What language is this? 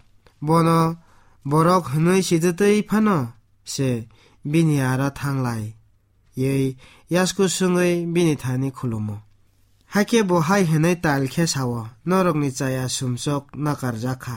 Kok Borok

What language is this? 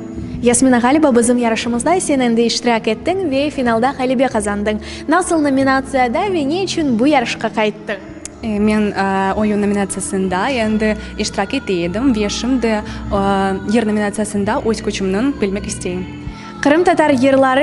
Crimean Tatar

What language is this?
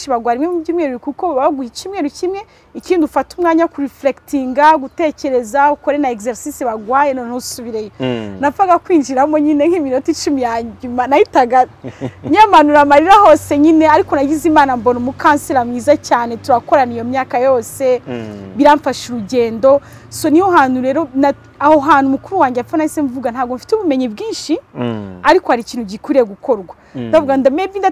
Kinyarwanda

